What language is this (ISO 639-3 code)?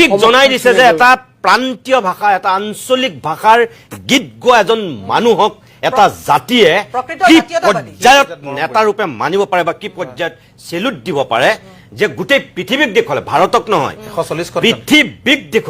asm